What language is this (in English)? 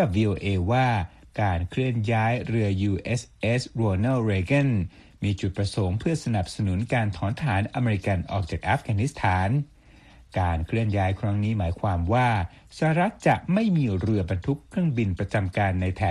Thai